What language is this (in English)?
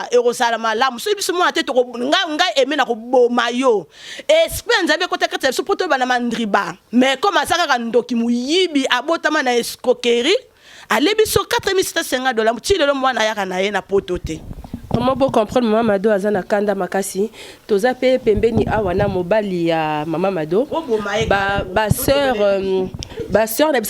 Lingala